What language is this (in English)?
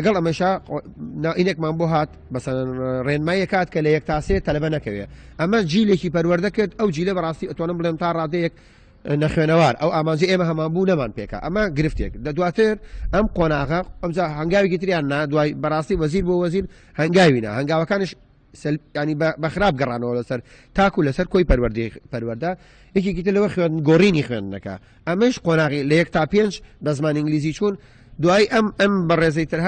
Central Kurdish